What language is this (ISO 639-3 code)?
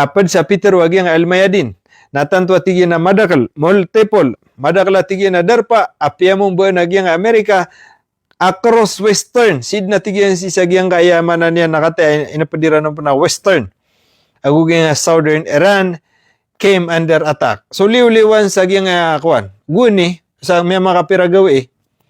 mrw